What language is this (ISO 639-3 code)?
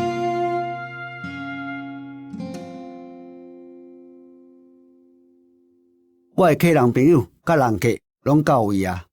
nan